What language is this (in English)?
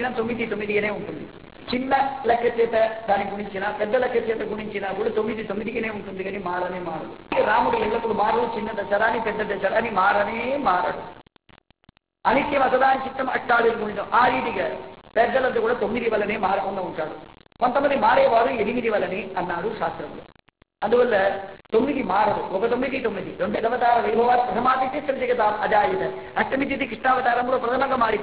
Telugu